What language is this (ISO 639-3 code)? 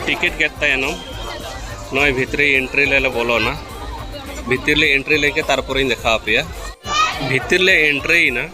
sat